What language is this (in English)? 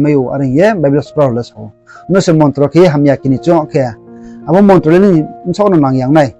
Riang (India)